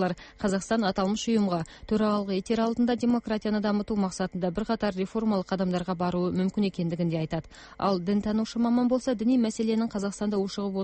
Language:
Kazakh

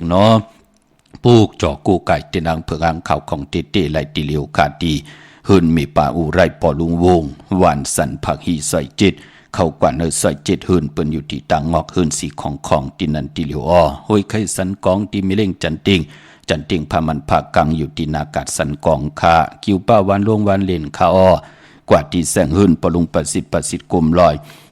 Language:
Shan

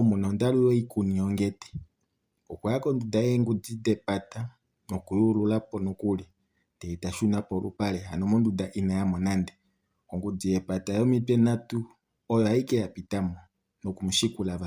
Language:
Kuanyama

